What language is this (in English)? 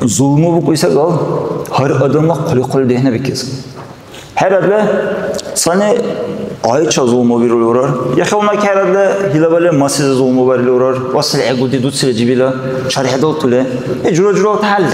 Dargwa